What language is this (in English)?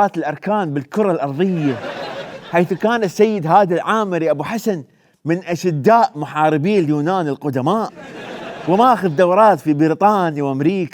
Mesopotamian Arabic